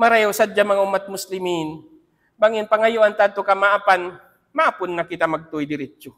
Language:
Tausug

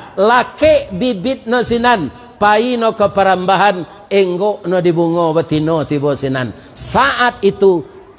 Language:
Minangkabau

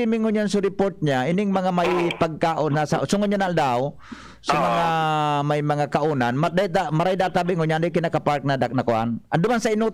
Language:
Bikol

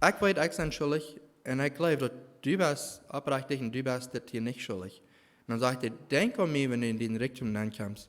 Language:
Plautdietsch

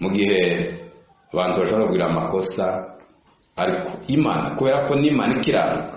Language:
Kinyarwanda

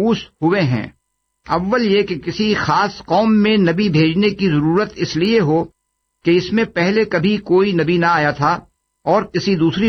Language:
Urdu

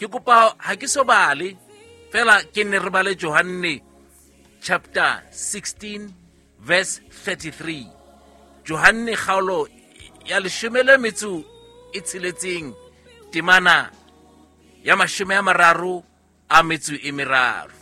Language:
Southern Sotho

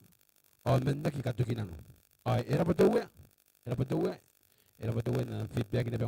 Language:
Gilbertese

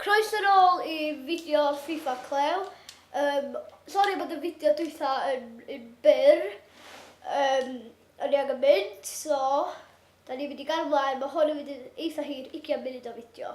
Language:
Welsh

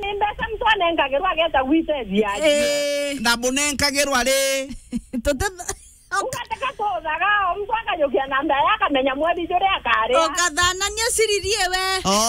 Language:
Meru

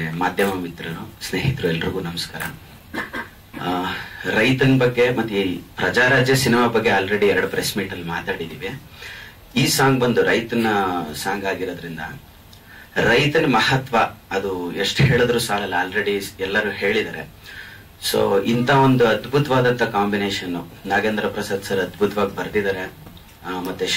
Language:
Kannada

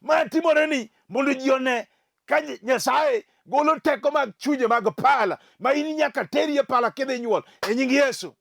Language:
Luo (Kenya and Tanzania)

